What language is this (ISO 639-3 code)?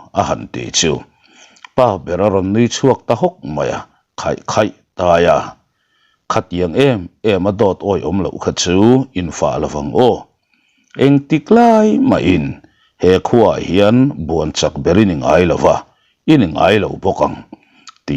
lus